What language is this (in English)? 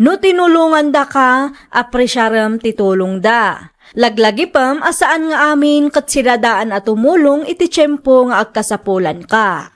Iloko